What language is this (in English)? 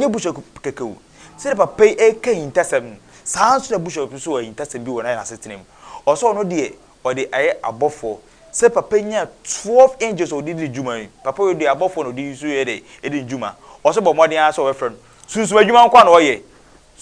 Akan